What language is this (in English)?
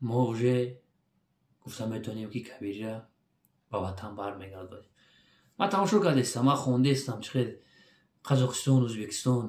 Tajik